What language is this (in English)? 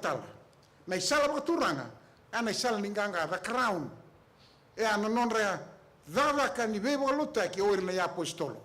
Fijian